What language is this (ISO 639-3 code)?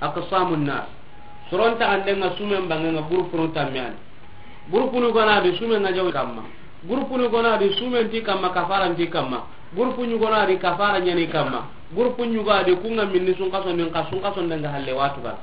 snk